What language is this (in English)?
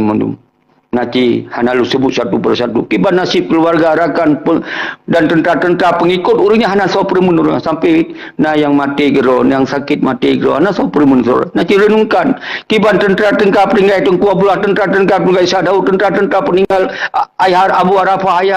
Achinese